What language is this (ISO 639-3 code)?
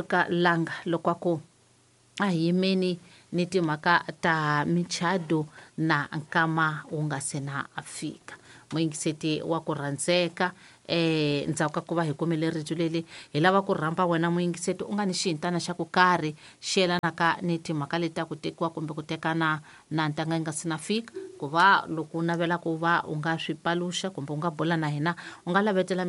tso